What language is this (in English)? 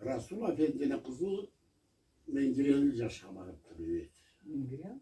Karachay-Balkar